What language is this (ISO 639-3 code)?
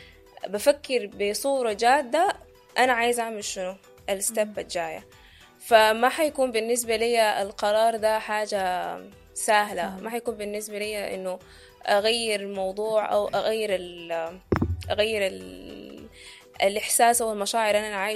apd